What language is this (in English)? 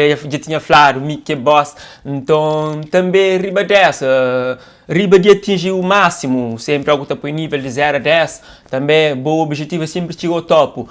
Kabuverdianu